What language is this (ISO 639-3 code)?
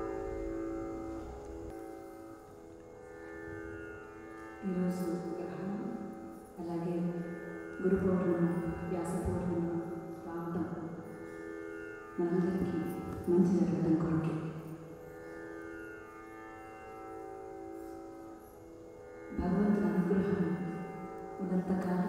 tel